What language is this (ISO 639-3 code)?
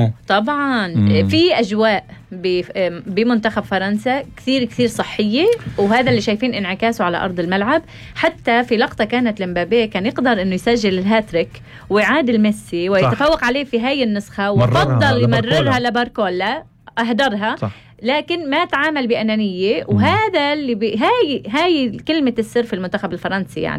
apc